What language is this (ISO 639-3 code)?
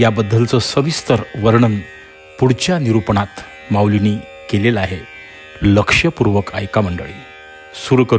mar